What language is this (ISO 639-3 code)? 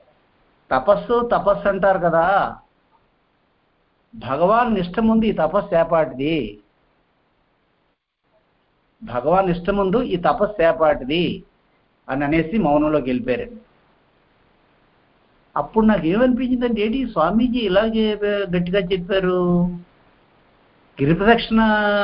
tel